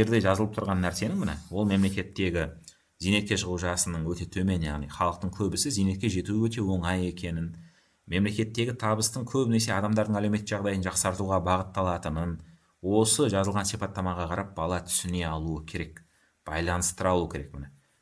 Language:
Kazakh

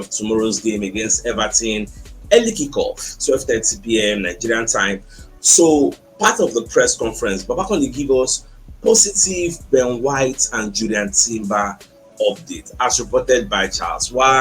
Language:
Nigerian Pidgin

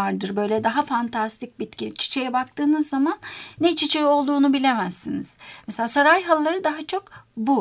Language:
Turkish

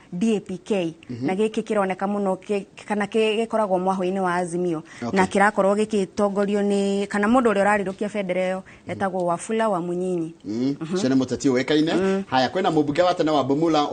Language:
Kikuyu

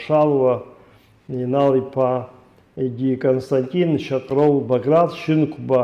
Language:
Abkhazian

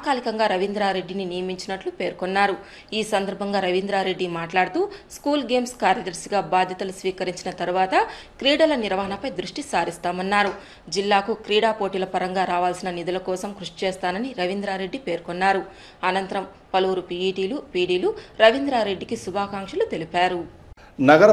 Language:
Telugu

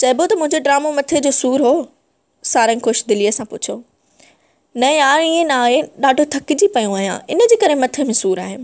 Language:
Sindhi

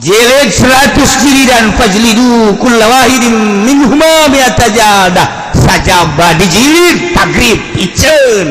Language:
Sundanese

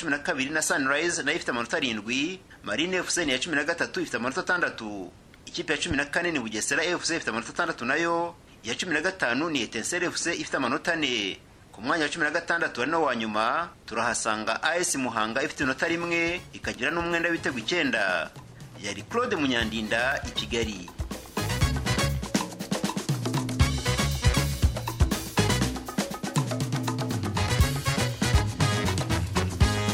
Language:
Kinyarwanda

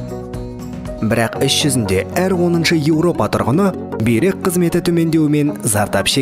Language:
Kazakh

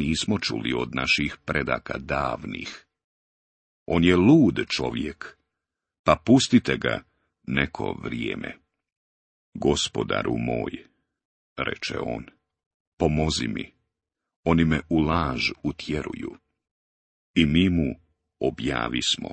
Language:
Bosnian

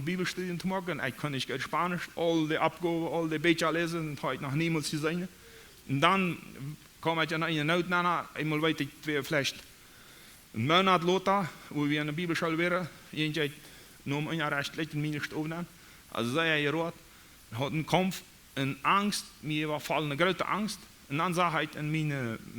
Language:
Plautdietsch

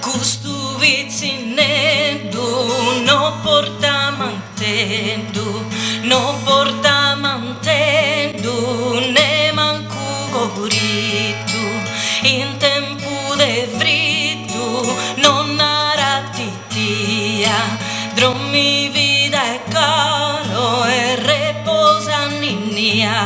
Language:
Sardinian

